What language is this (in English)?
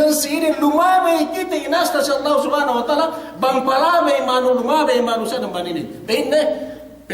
Yakan